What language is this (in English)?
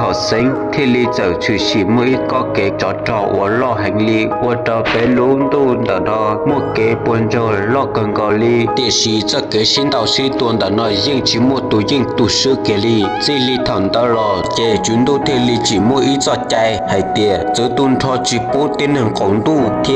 Hmong